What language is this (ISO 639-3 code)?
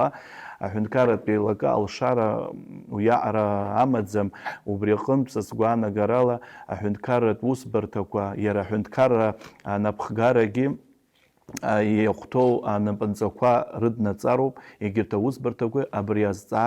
abk